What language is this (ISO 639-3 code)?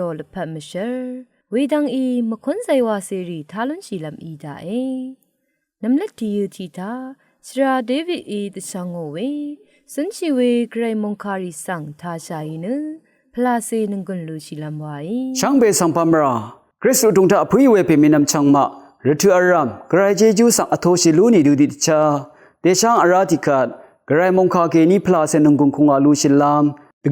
raw